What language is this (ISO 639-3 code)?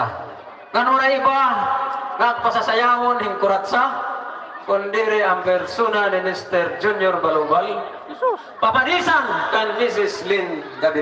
war